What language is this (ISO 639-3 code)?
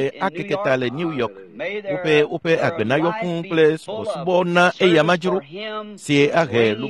ewe